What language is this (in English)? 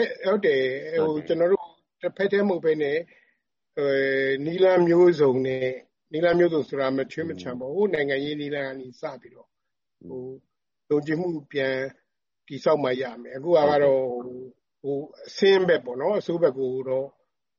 Burmese